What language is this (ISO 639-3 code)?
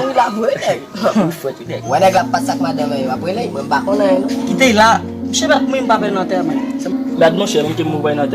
hat